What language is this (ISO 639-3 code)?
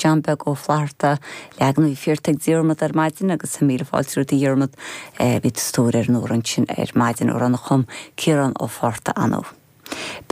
gle